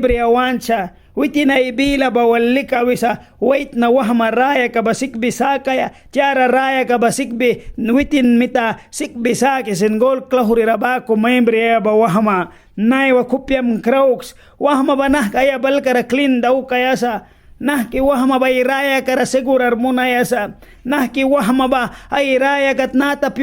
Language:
Mískito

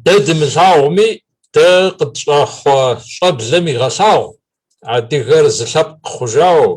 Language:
Kabardian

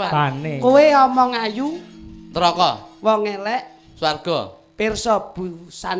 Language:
Javanese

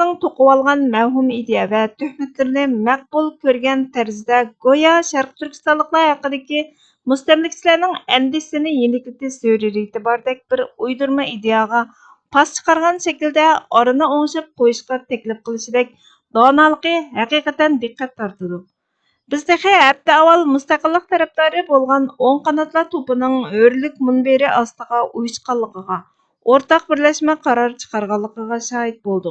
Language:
Uyghur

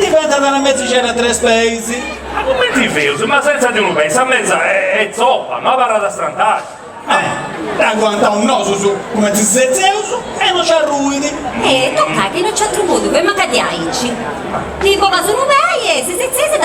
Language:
Sardinian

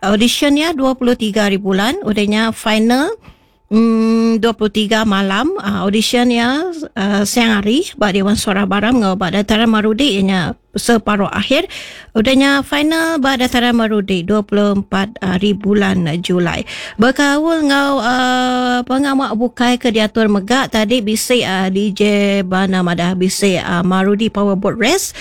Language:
Iban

